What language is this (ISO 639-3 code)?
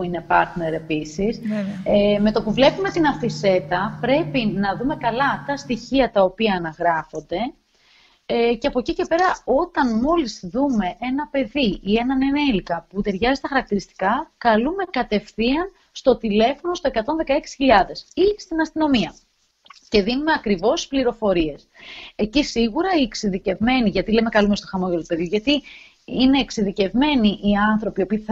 ell